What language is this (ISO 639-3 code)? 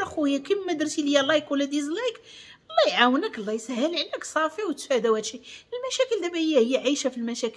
ary